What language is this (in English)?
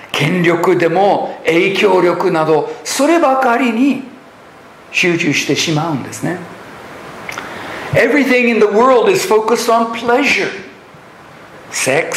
Japanese